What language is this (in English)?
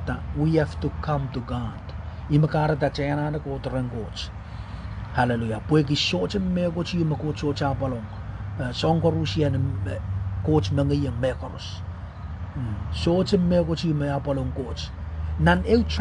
Pohnpeian